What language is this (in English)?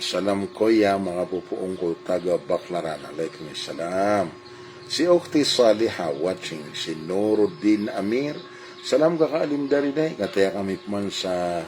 Maranao